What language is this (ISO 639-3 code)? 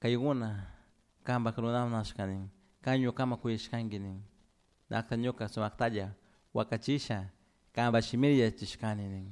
qug